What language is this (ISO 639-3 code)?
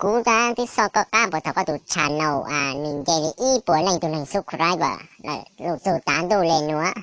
hmn